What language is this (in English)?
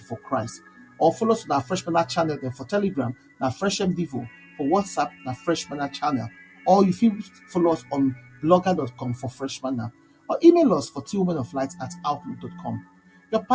Nigerian Pidgin